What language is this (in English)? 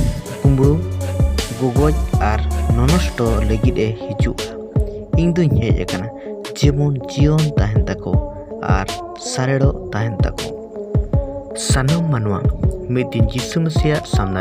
Santali